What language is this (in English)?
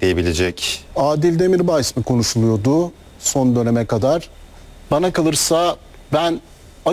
Turkish